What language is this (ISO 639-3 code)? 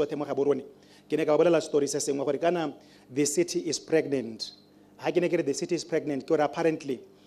tsn